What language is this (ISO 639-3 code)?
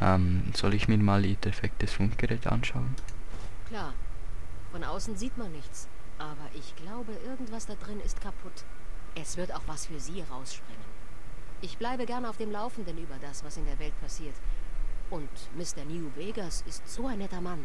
gsw